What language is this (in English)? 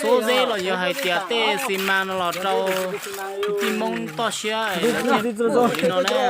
Hmong